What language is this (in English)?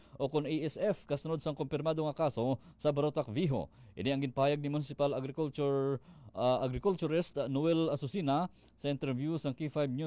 Hiligaynon